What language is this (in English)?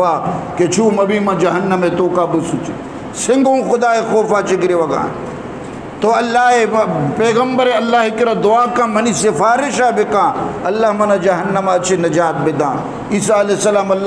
Eastern Balochi